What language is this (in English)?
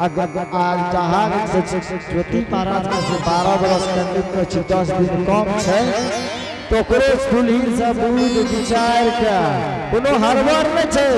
Angika